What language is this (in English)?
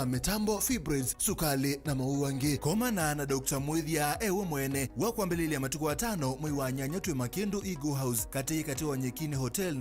Kamba